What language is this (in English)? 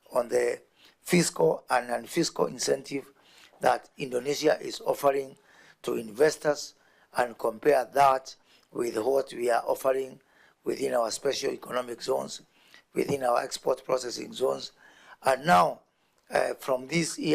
Gusii